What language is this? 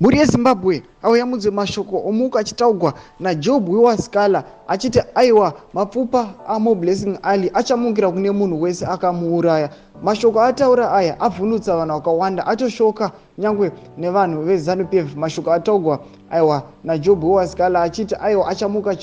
Shona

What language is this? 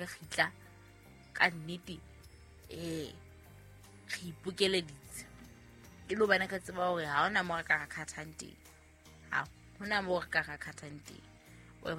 Southern Sotho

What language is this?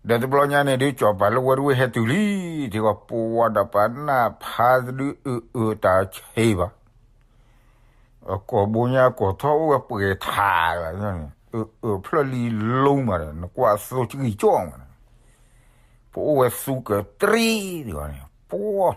S'gaw Karen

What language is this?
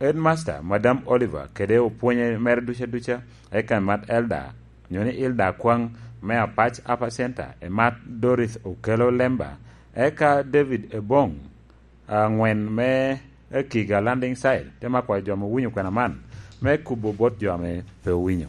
Lango (Uganda)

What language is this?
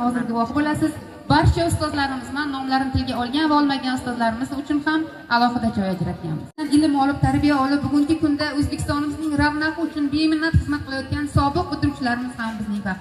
Uzbek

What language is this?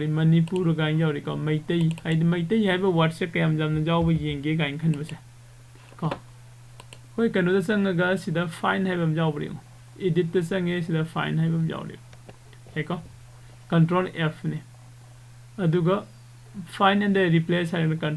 Manipuri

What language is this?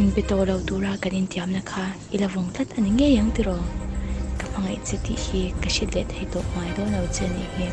Mizo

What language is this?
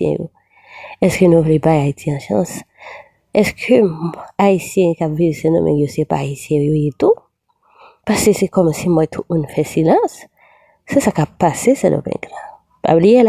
Haitian Creole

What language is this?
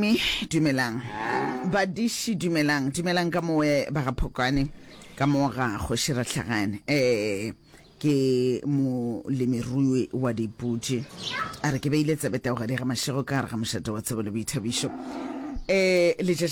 Northern Sotho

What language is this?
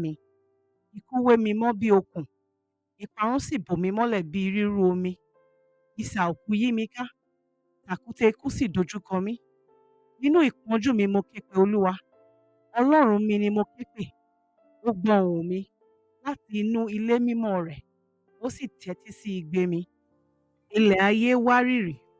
Yoruba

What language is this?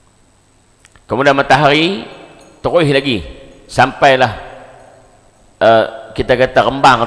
Malay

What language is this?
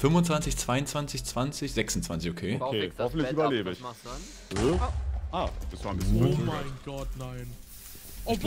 German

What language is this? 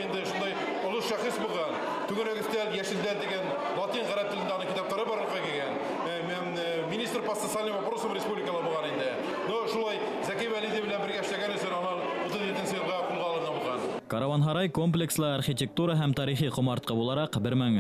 Bashkir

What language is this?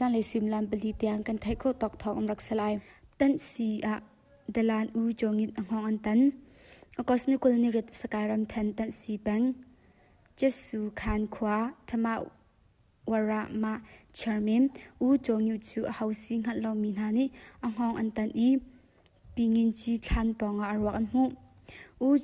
Hakha Chin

